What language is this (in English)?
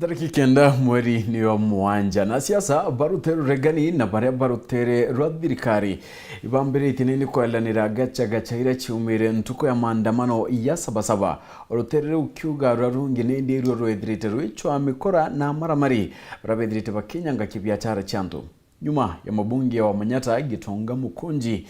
Meru